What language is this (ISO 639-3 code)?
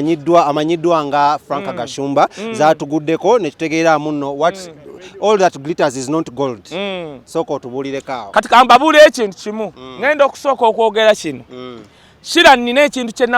lug